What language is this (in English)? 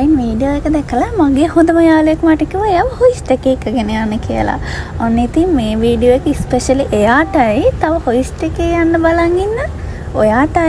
Sinhala